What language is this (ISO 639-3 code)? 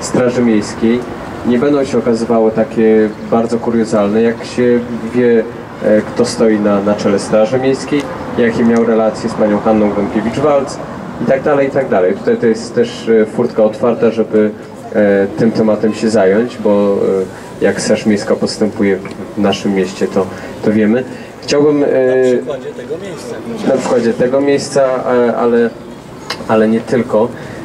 pol